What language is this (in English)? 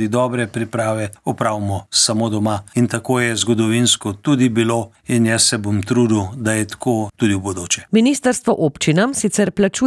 Slovenian